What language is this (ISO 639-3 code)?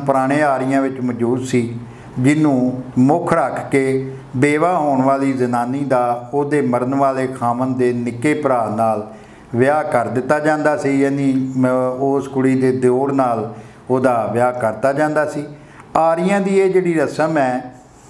pan